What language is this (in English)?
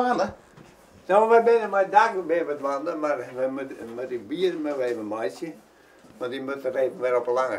Western Frisian